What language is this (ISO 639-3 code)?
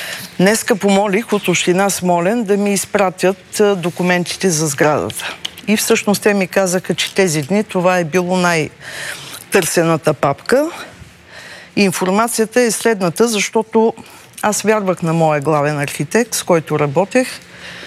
bul